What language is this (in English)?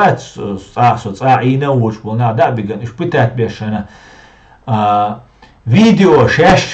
Chechen